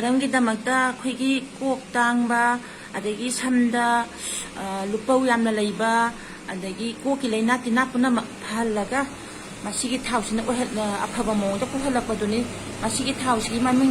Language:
Manipuri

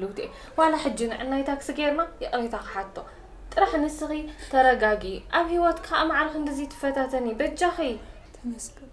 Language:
Tigrinya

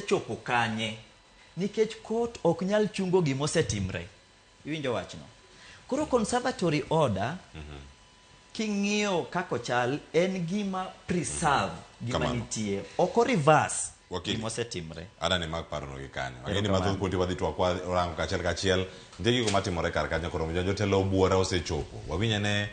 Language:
Luo (Kenya and Tanzania)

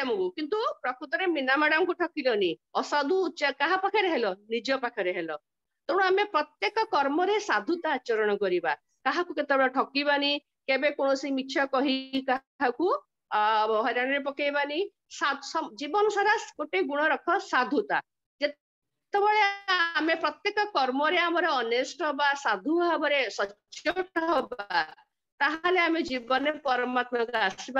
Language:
Odia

